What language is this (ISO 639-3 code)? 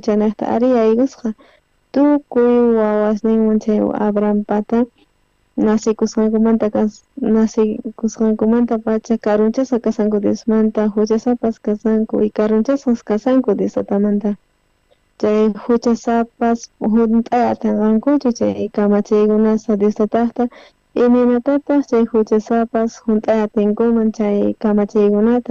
quh